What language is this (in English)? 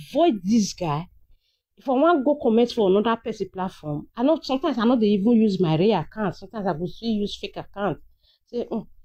Nigerian Pidgin